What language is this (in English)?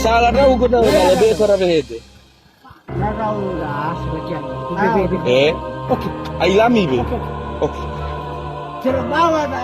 Nias